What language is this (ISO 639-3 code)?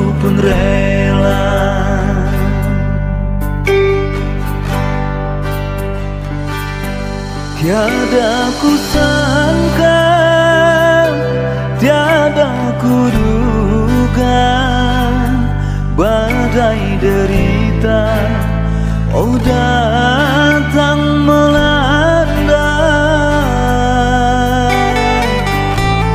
ind